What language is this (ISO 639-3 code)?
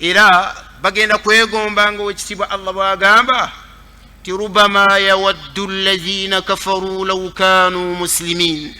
lug